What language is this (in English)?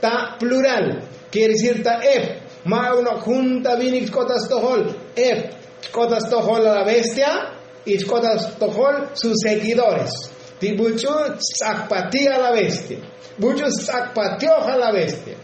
Tzotzil